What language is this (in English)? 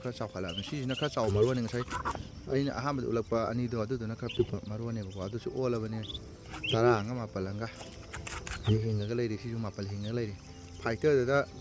Manipuri